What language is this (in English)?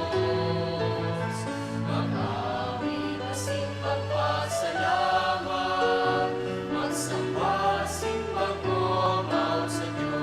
Bikol